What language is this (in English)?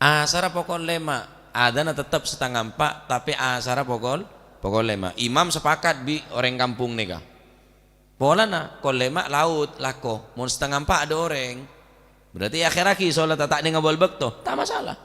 Madurese